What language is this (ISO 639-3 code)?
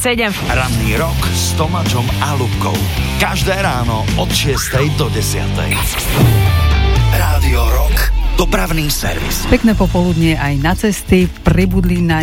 slk